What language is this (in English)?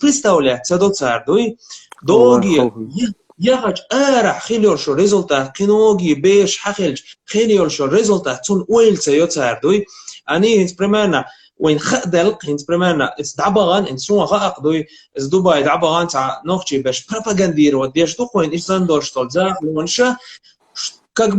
Chechen